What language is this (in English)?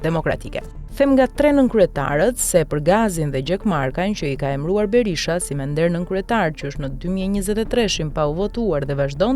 Albanian